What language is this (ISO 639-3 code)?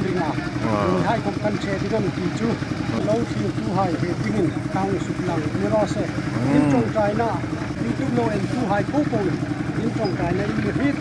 hmr